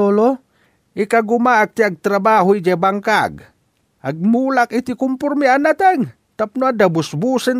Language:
Iloko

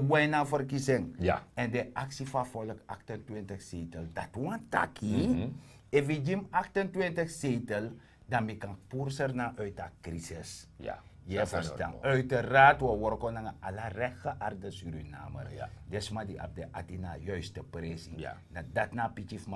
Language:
Sranan Tongo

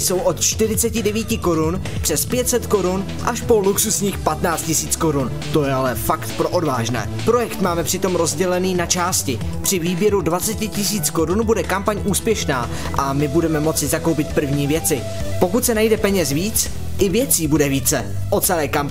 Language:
Czech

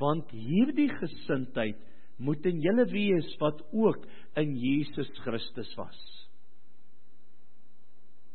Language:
Afrikaans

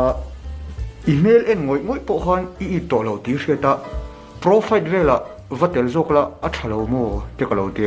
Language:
Mizo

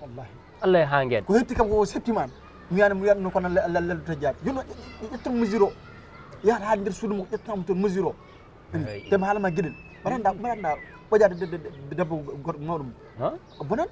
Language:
Fula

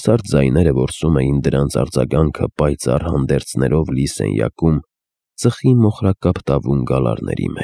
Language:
Armenian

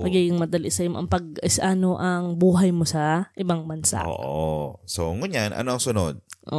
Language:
Bikol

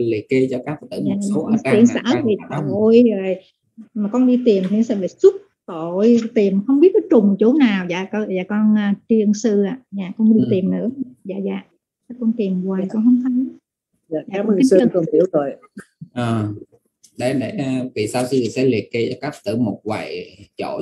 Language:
Vietnamese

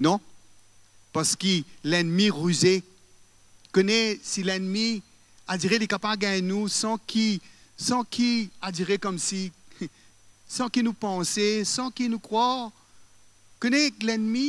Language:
Morisyen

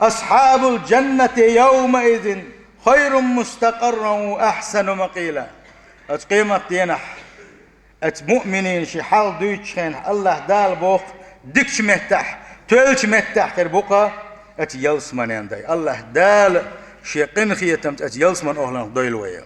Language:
Chechen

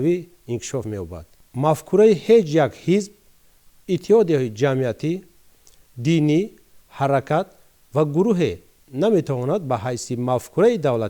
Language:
Tajik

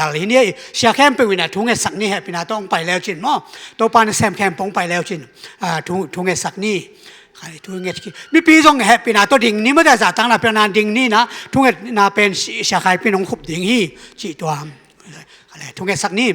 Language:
Tedim Chin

